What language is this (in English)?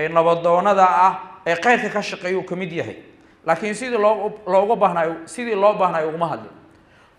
Somali